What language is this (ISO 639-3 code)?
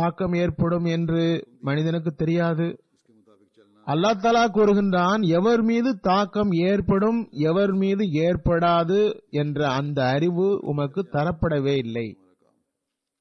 tam